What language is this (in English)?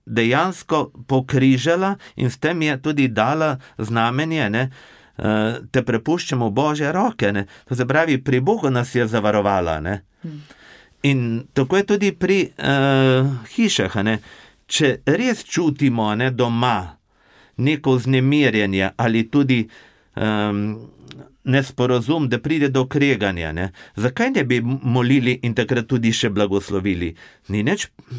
Slovenian